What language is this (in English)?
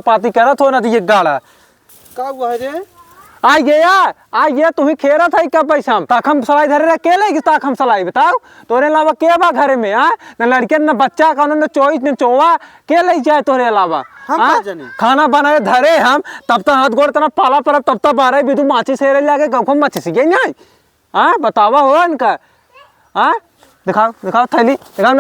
Awadhi